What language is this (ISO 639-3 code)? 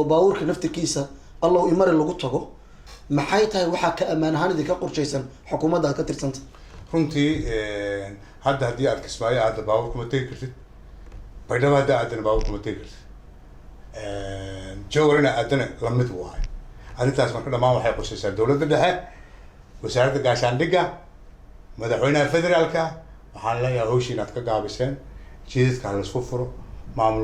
som